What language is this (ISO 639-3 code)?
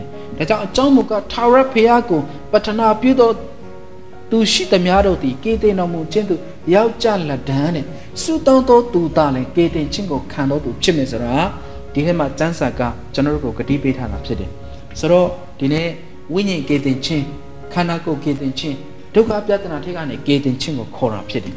mya